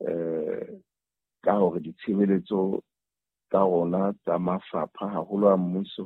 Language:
Southern Sotho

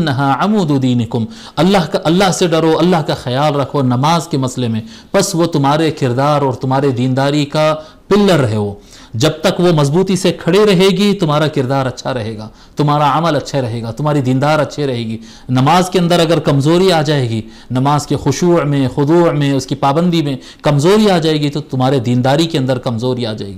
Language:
Urdu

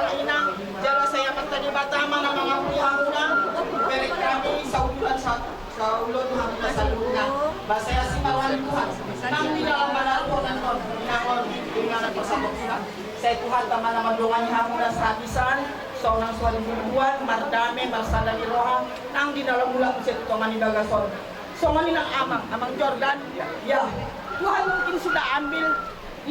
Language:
Batak Toba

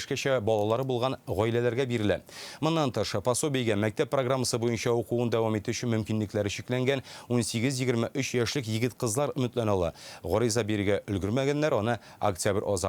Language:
Tatar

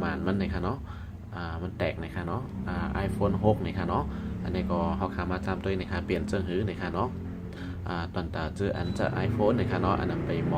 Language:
Shan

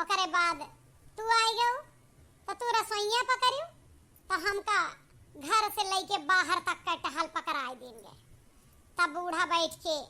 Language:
Awadhi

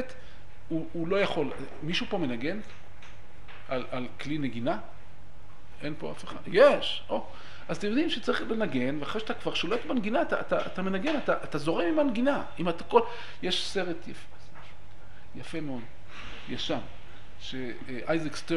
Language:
Hebrew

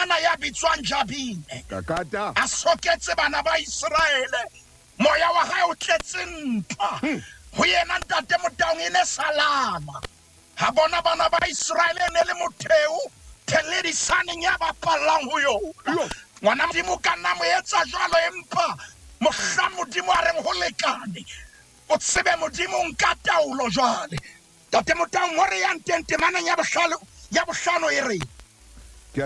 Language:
Southern Sotho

